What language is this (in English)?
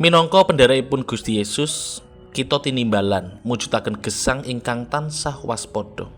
Javanese